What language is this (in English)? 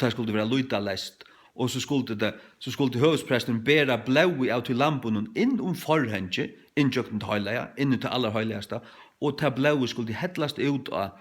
Faroese